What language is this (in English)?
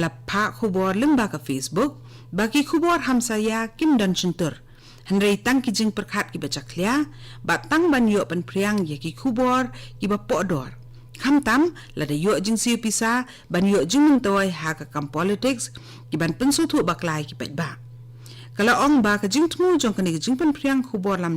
Khasi